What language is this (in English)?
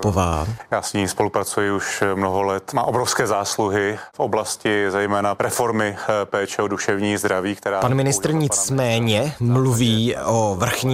Czech